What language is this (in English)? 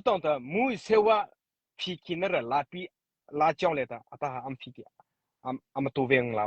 Mara Chin